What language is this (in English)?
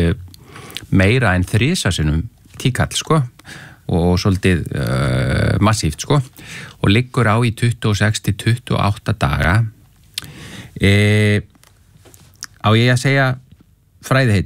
Icelandic